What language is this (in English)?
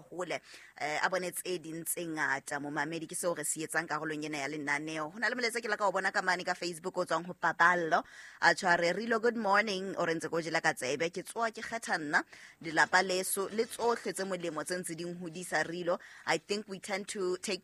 Southern Sotho